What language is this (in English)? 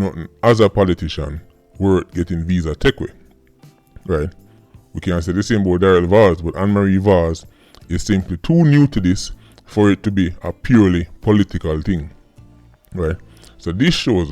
Jamaican Creole English